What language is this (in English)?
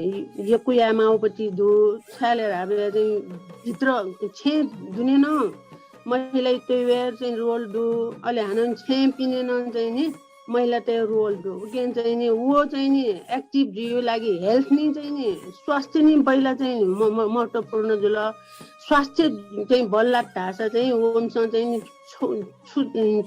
Newari